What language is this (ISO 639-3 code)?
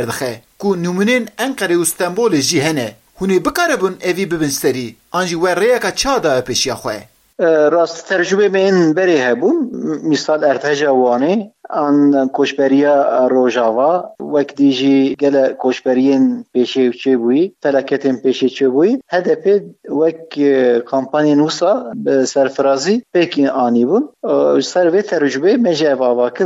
kur